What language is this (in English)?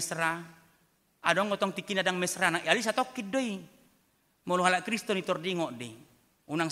Batak Toba